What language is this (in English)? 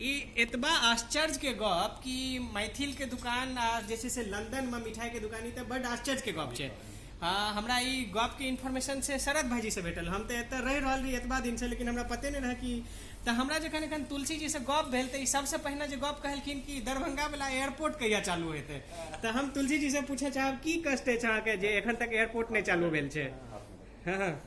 Maithili